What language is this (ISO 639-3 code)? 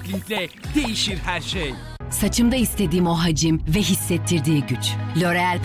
tur